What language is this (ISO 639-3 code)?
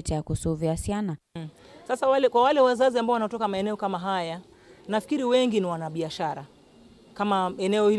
kam